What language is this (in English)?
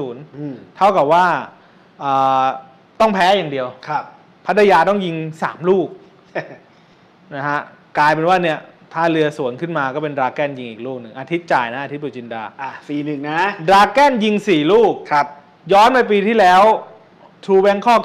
Thai